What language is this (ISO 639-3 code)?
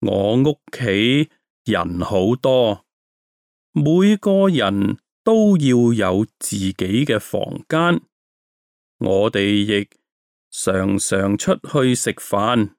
yue